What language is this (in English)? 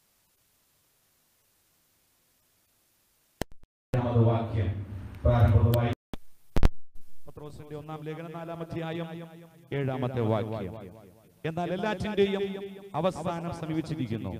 Malayalam